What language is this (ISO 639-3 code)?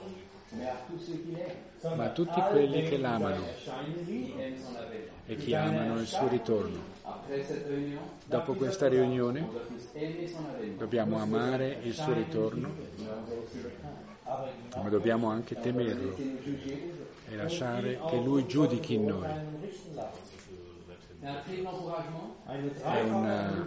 ita